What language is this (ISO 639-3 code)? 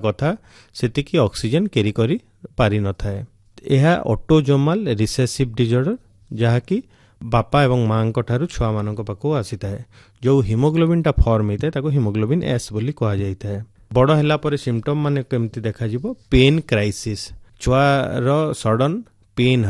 ori